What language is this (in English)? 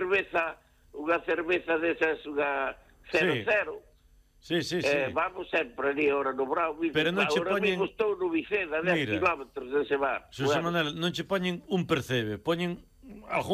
Galician